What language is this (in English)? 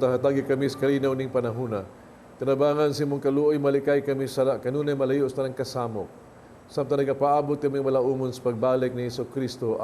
Cebuano